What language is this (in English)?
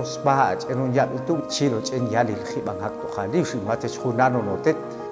Popti'